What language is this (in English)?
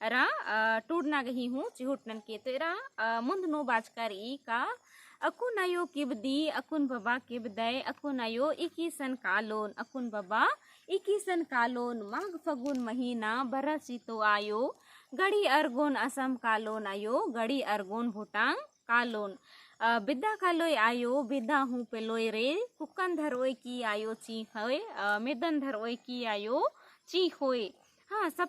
Kurukh